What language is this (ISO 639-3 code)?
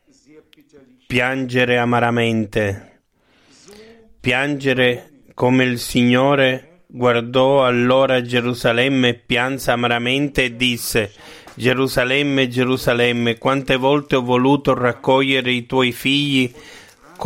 ita